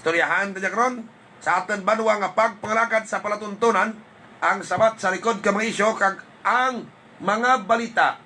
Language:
Hiligaynon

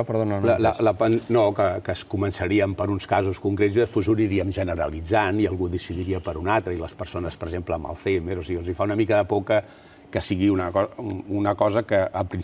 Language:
Catalan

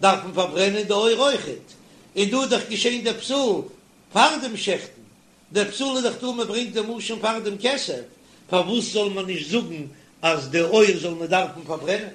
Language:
Yiddish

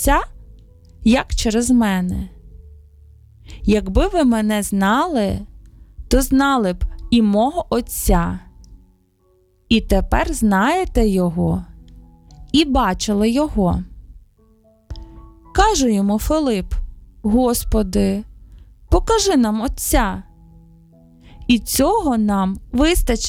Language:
Ukrainian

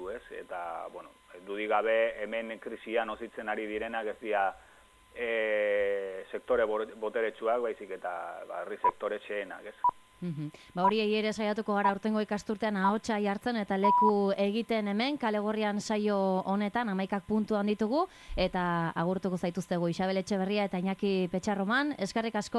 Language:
Basque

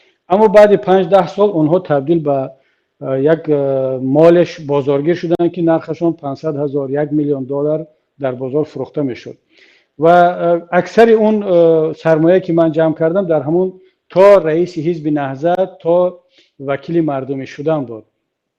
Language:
Tajik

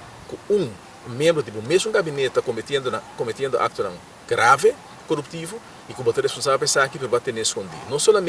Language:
Papiamento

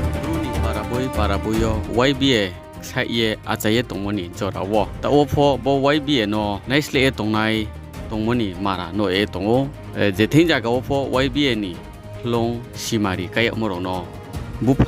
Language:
Riang (India)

